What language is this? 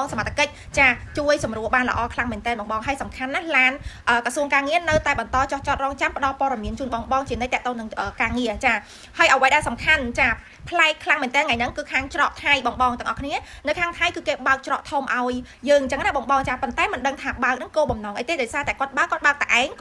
Khmer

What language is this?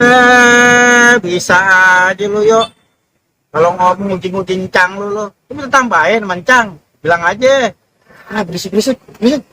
Betawi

